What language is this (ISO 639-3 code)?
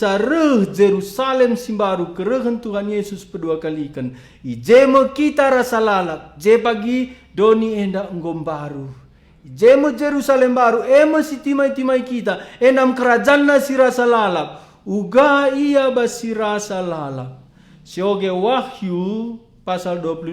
btx